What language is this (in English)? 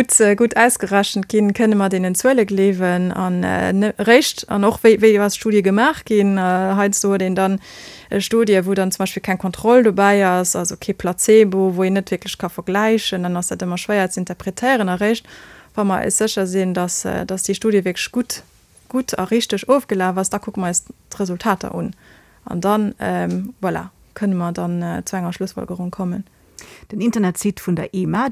Luxembourgish